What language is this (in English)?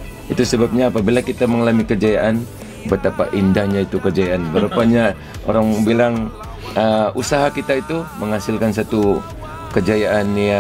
Malay